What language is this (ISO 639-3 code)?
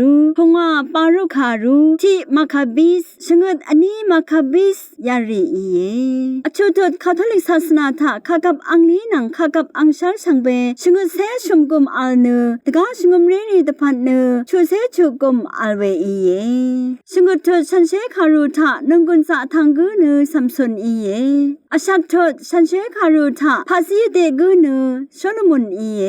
raw